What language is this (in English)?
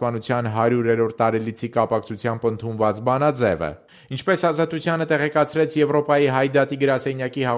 Armenian